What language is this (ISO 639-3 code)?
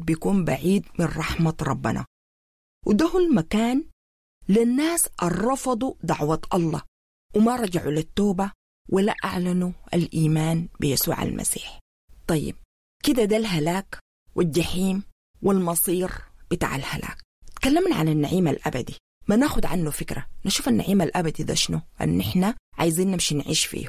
apd